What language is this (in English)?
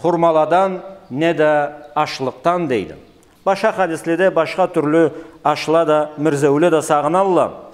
Karachay-Balkar